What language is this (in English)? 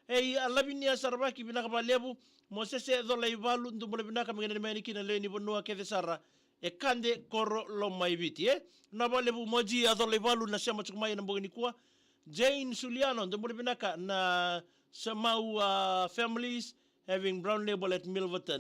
Fijian